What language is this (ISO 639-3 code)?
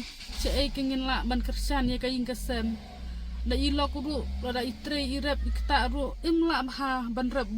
kha